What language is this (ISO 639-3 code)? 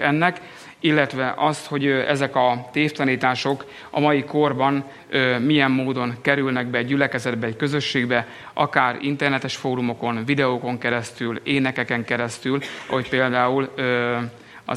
hun